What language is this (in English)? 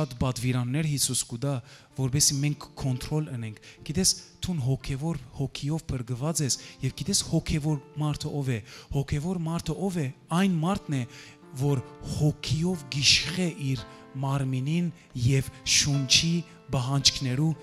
Western Armenian